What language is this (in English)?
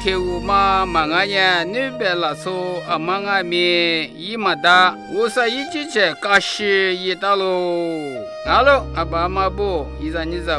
Lisu